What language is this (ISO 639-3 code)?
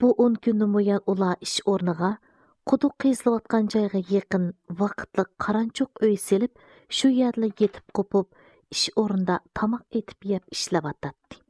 uig